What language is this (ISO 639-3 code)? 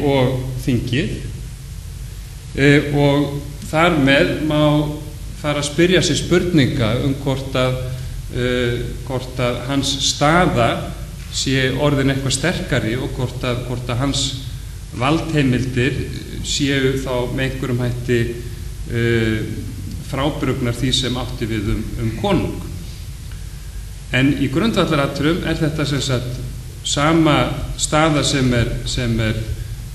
isl